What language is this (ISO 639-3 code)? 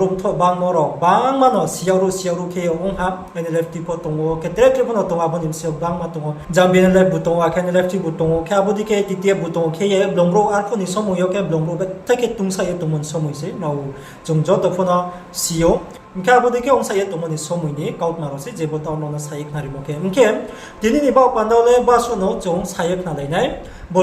ria